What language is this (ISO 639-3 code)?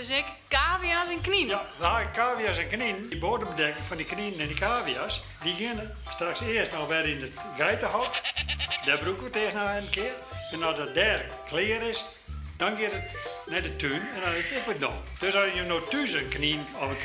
fry